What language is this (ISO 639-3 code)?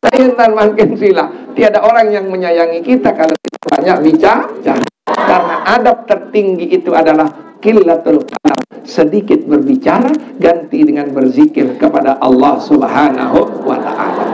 sas